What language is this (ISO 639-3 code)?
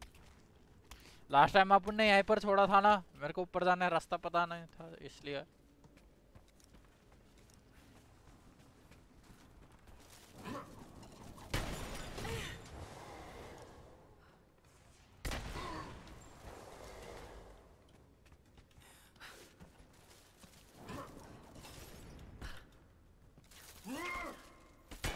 hin